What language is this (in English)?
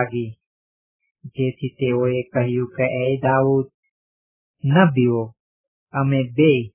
Gujarati